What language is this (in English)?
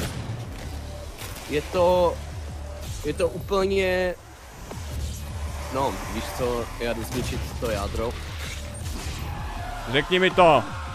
Czech